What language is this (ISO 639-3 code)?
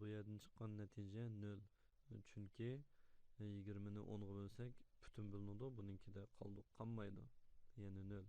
uig